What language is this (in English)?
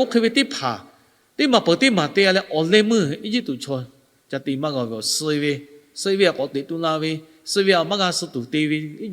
Lahu